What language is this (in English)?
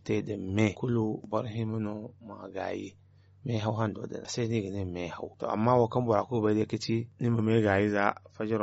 Zarma